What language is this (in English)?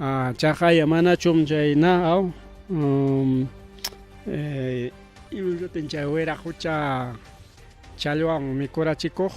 Ayacucho Quechua